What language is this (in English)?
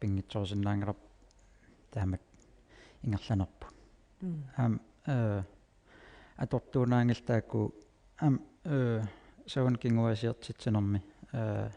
Kalaallisut